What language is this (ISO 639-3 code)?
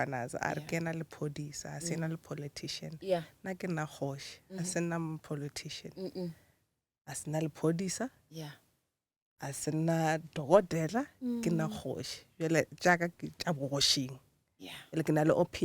nso